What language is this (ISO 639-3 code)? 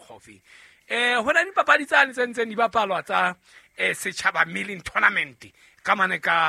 sot